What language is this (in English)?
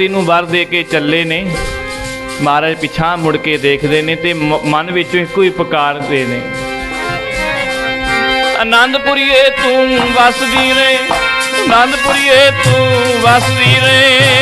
Punjabi